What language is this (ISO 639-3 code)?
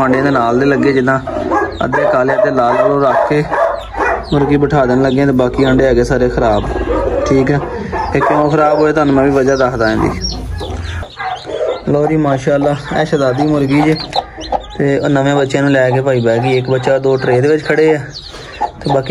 pan